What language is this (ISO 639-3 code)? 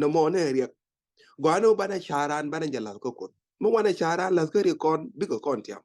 nus